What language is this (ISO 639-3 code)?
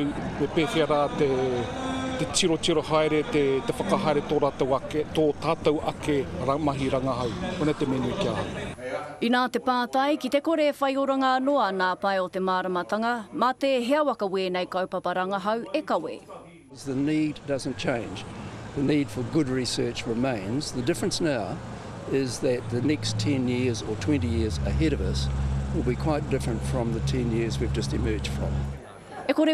mri